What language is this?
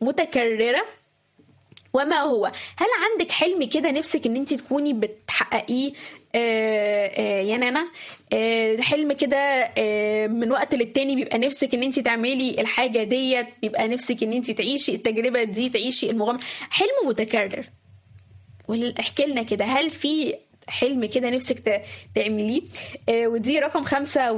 Egyptian Arabic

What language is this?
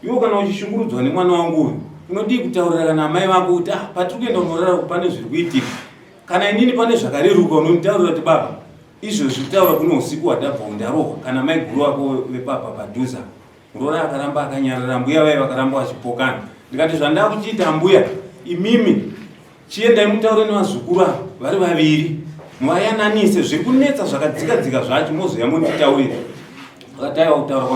Shona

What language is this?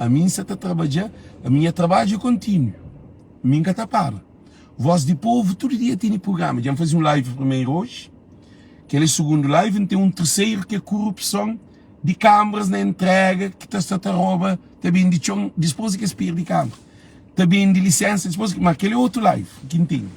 Kabuverdianu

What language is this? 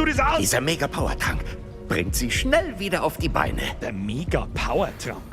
Bavarian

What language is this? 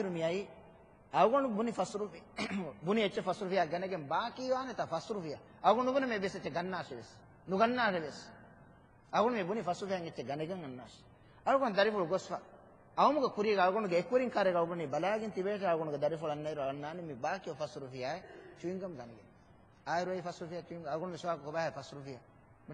Divehi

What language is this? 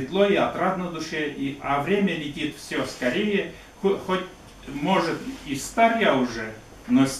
Russian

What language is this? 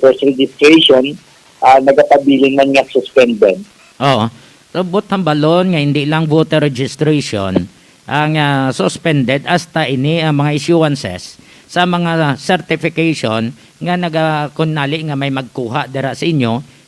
Hiligaynon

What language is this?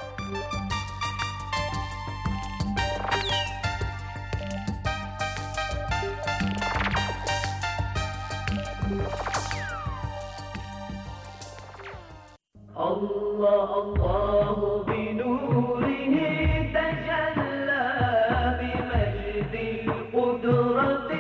Bosnian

